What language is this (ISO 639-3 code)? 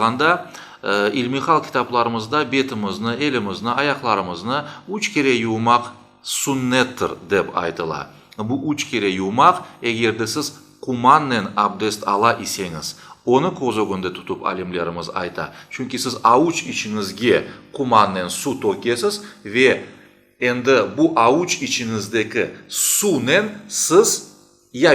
crh